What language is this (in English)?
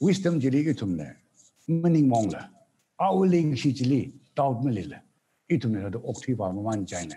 Tangkhul Naga (India)